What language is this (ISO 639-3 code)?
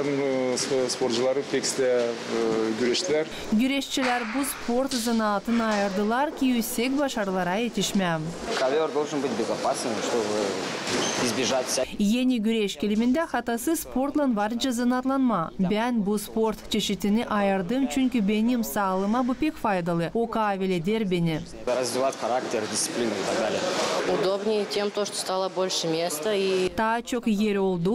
gag